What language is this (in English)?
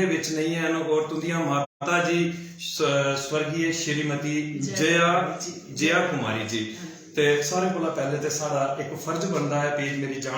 Dogri